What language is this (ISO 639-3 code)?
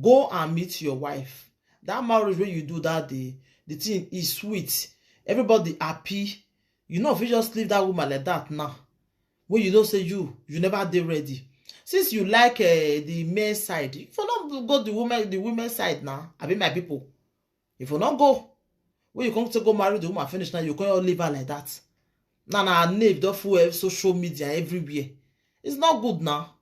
pcm